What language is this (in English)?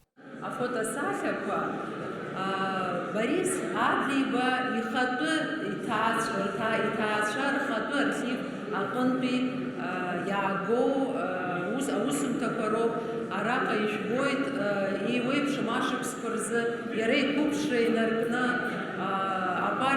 Abkhazian